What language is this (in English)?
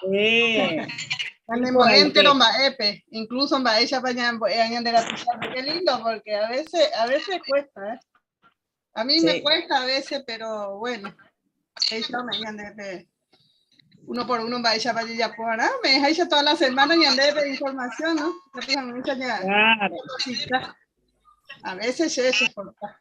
Guarani